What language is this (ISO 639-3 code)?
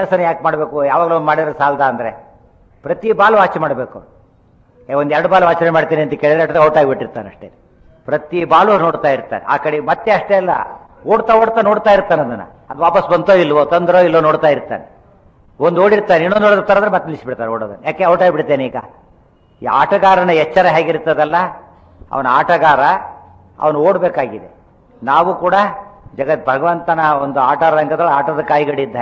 kan